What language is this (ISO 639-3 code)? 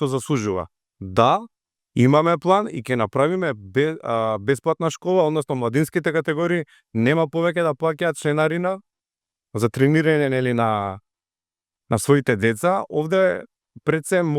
mkd